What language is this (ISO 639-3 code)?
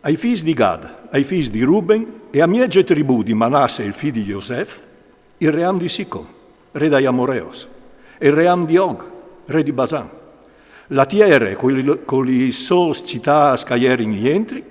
fur